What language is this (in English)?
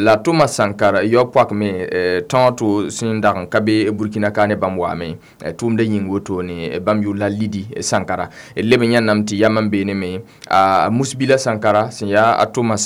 Mossi